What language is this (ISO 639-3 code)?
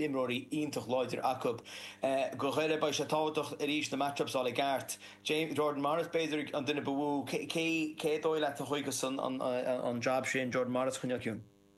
gle